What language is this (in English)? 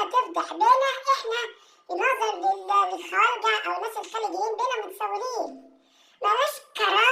Egyptian Arabic